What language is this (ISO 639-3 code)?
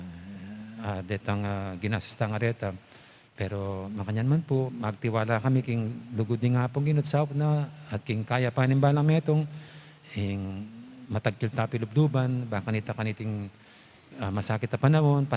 pam